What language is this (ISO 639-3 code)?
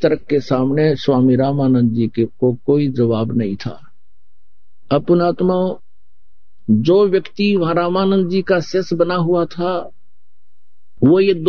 hin